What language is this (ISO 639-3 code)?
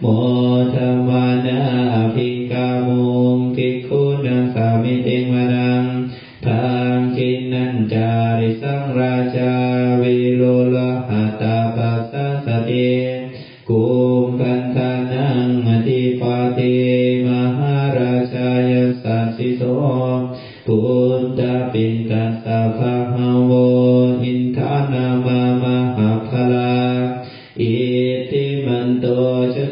pli